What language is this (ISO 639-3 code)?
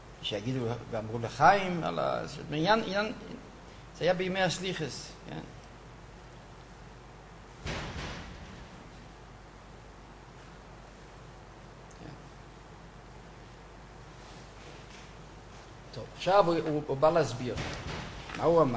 heb